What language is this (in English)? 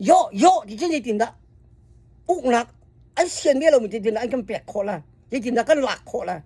Hakha Chin